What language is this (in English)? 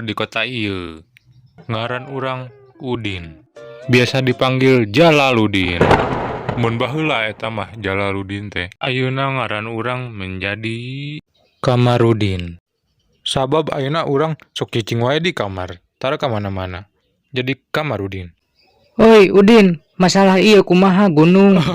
Sundanese